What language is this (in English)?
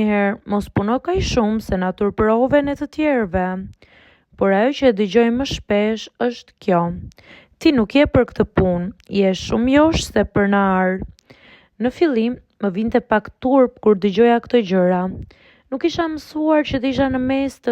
Albanian